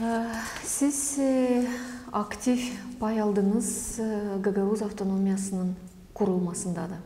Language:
Gagauz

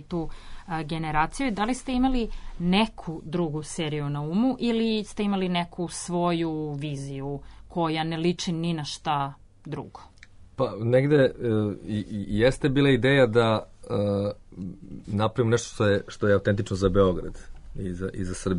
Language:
Serbian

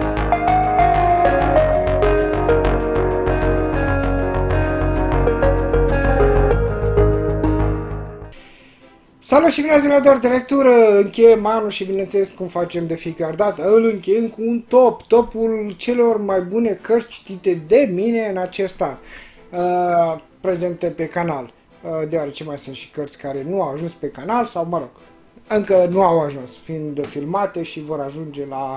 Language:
Romanian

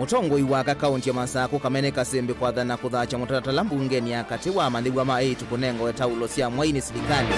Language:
Kamba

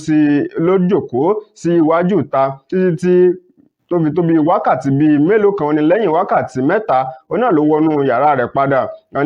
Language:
Yoruba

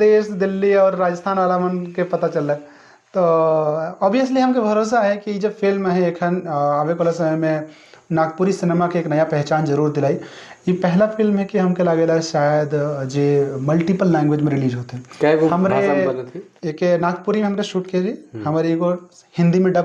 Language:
Sadri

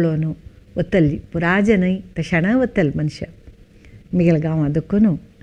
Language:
Konkani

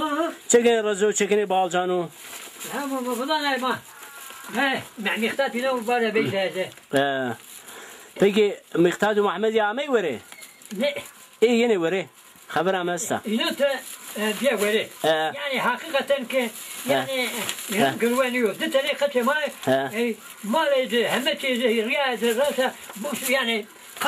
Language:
Zaza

